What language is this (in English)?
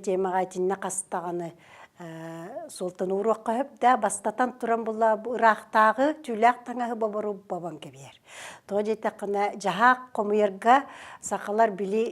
Yakut